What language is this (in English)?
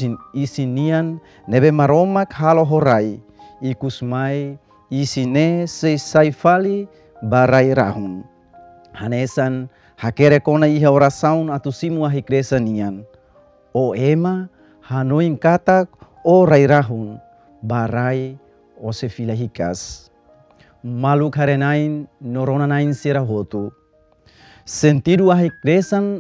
Tetum